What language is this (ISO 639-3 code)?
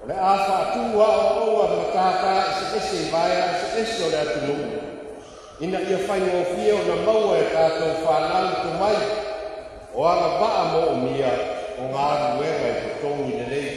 smo